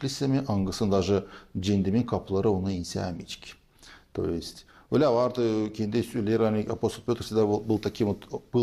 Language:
Gagauz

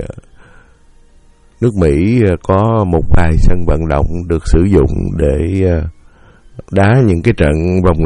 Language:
Vietnamese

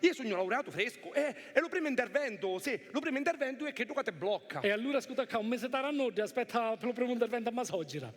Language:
Sicilian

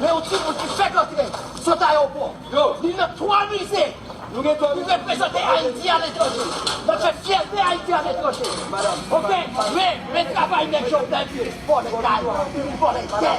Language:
Haitian Creole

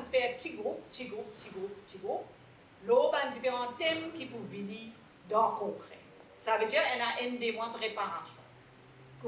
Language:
Morisyen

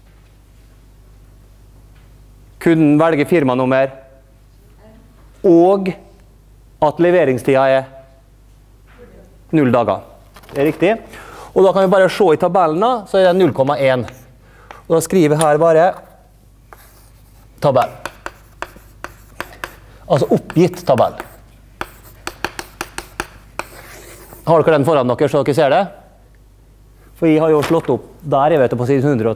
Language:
Norwegian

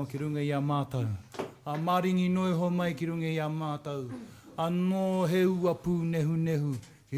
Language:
Māori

